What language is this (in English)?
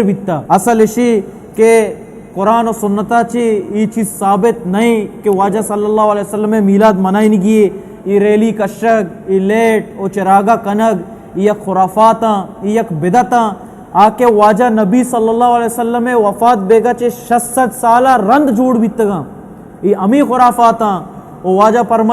Baluchi